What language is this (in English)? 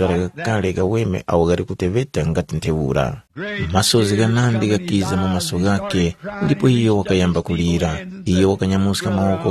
Tumbuka